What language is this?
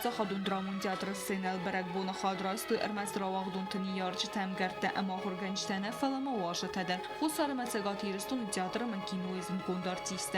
Ossetic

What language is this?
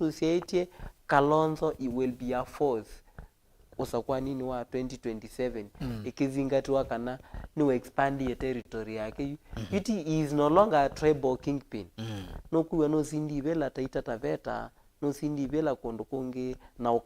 Kamba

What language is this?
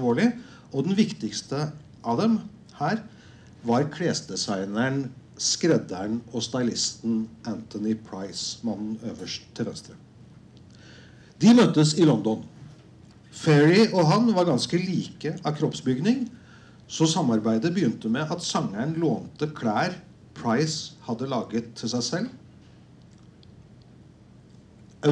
Norwegian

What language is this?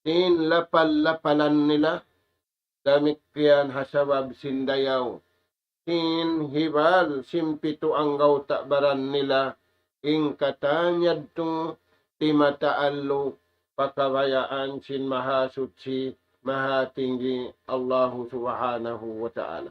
Tausug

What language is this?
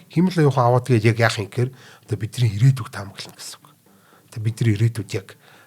Mongolian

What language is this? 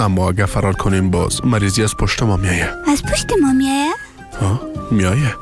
Persian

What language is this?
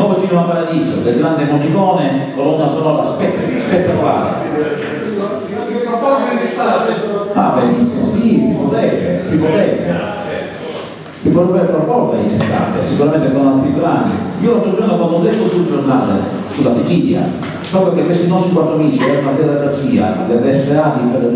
Italian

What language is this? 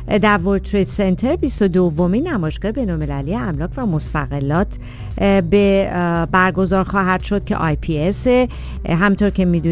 Persian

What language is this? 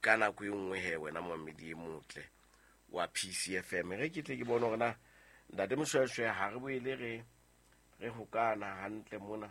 Southern Sotho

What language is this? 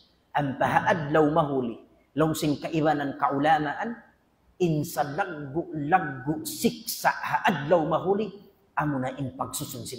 Tausug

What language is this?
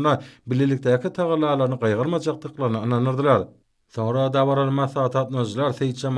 Turkmen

